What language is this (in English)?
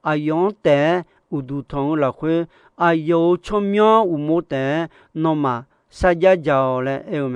Akha